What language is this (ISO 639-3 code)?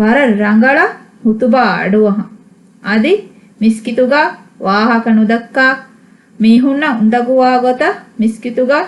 div